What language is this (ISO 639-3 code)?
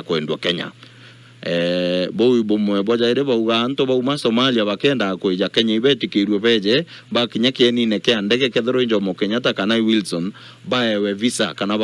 mer